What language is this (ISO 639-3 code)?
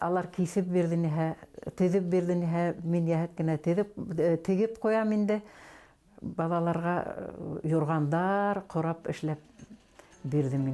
bak